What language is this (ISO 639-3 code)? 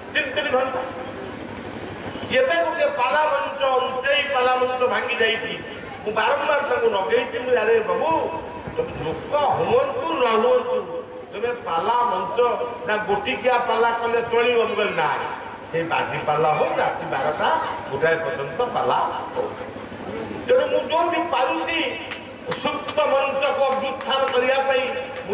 ori